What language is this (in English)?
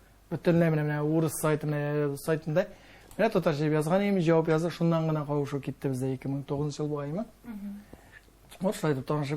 Tatar